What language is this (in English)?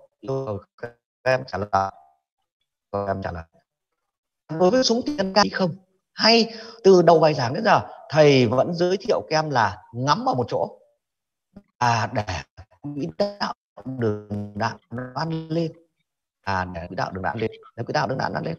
Vietnamese